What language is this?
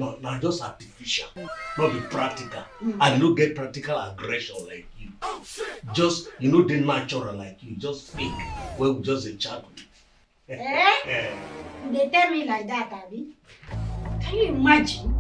Nigerian Pidgin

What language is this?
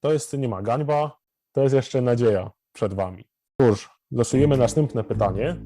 Silesian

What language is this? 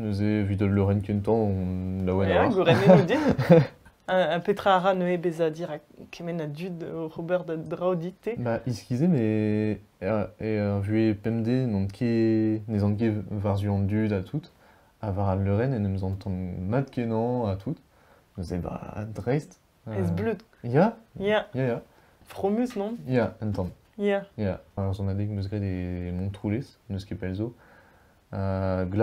Breton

